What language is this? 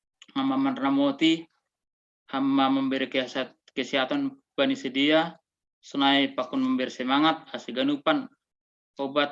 Batak Simalungun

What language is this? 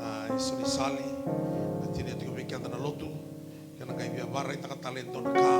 Fijian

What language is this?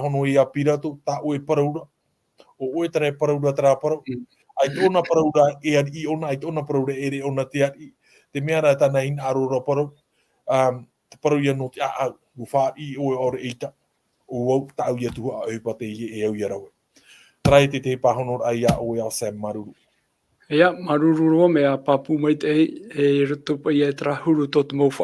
Tahitian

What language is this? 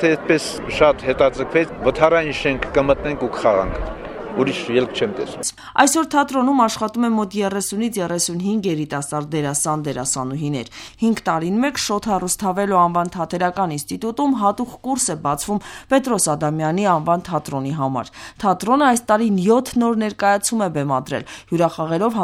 Armenian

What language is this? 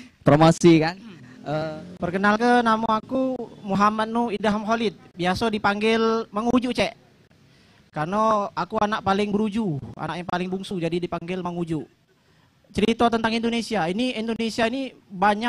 Musi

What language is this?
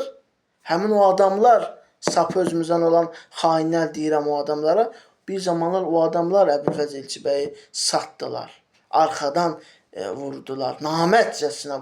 Azerbaijani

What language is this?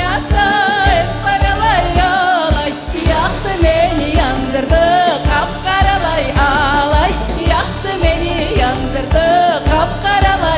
Crimean Tatar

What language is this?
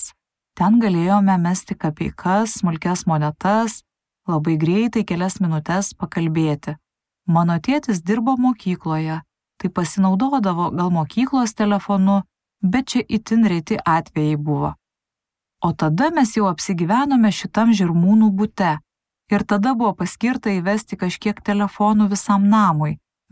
Lithuanian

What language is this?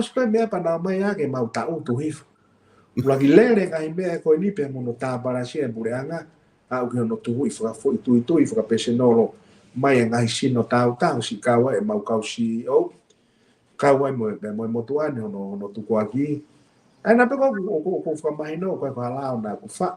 Tongan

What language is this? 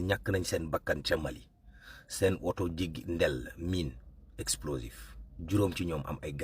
Wolof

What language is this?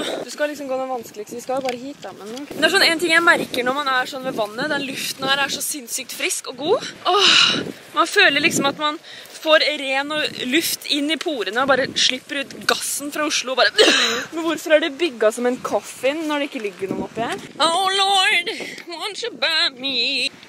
Norwegian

